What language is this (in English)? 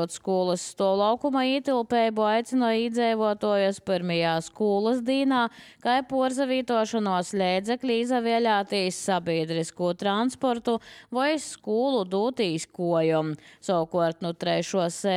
Latvian